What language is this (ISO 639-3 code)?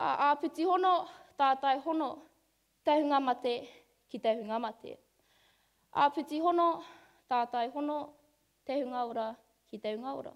mri